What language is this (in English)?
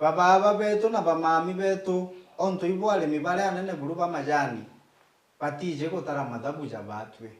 Meru